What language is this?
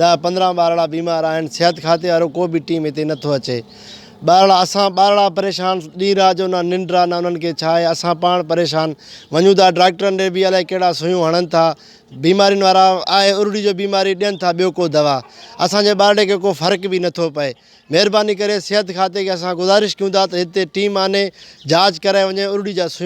Sindhi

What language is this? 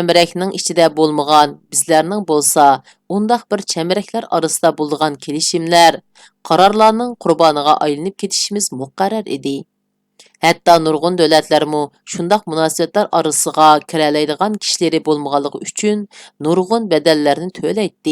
Uyghur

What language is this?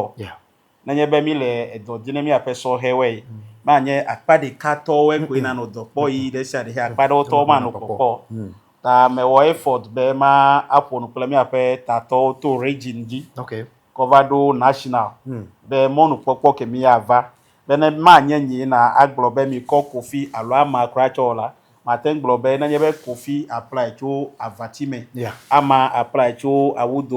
Ewe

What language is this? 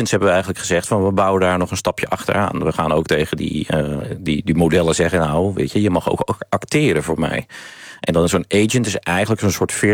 Dutch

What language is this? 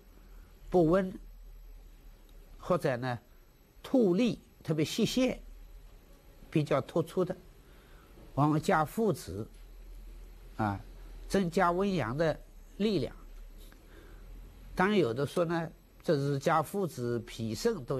Chinese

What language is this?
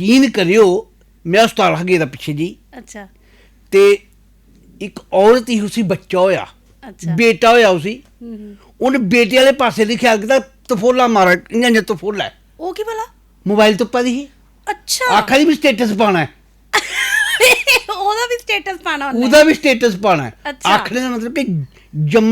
Dogri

